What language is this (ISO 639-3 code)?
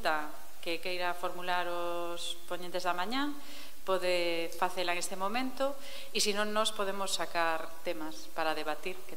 glg